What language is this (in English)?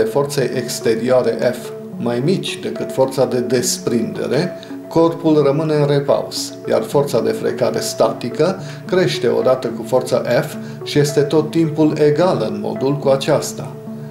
Romanian